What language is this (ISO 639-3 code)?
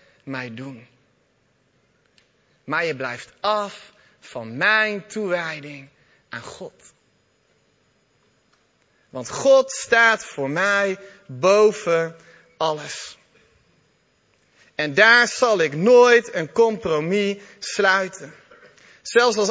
nld